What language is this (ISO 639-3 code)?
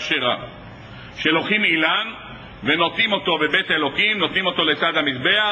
heb